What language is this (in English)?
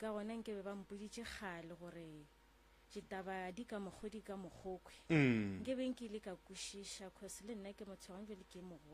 Northern Sotho